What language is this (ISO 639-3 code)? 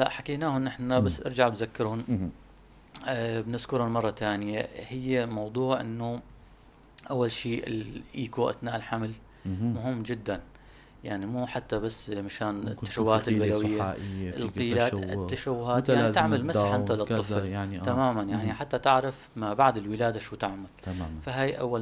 apc